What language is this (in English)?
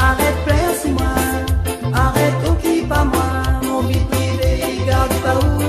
Réunion Creole French